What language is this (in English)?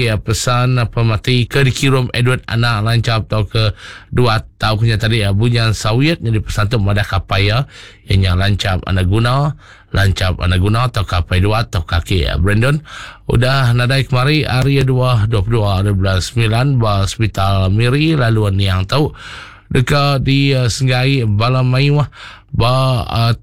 Iban